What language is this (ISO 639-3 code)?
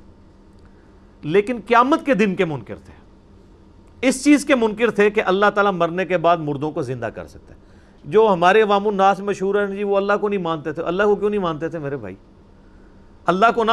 urd